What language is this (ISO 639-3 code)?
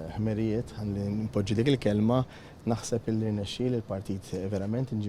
mlt